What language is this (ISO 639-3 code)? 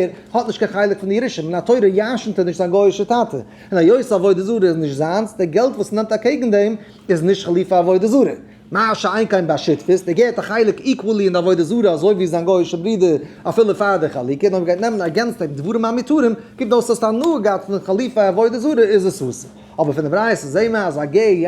yid